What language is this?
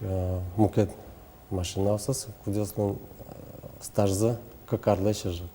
Udmurt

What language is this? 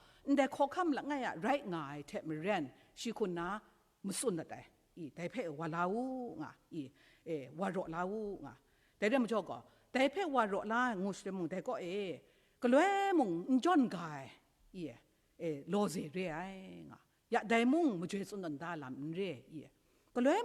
Kachin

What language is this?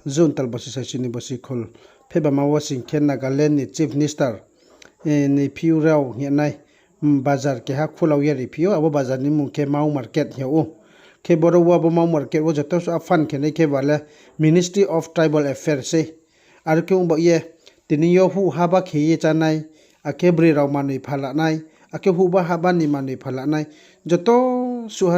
Riang (India)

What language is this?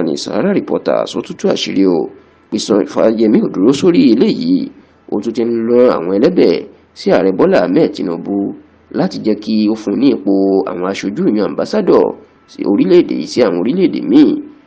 Yoruba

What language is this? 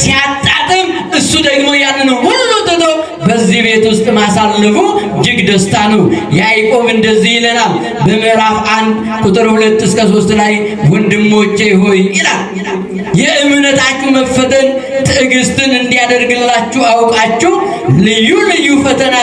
Amharic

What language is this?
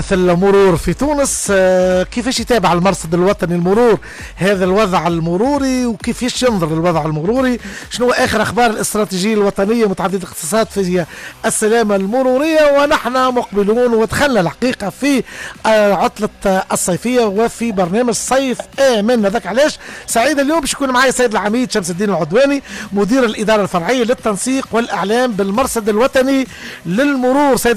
Tunisian Arabic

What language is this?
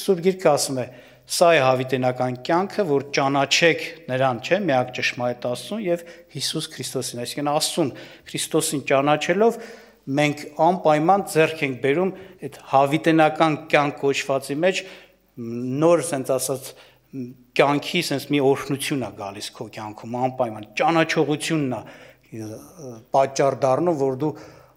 Armenian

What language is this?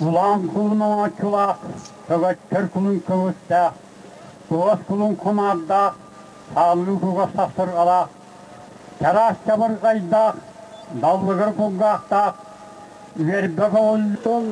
Yakut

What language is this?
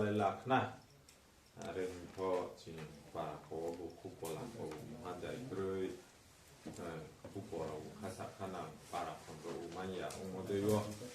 Riang (India)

